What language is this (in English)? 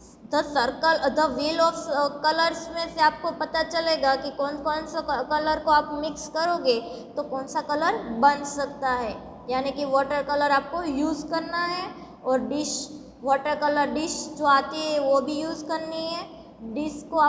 Hindi